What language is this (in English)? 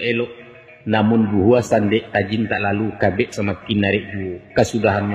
Minangkabau